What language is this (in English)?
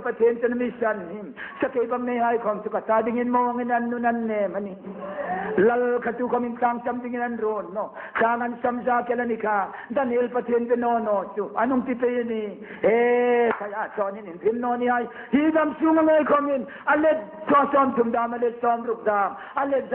Hmar